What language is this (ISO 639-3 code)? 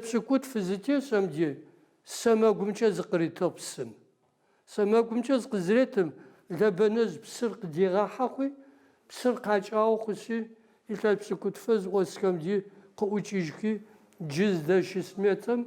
ady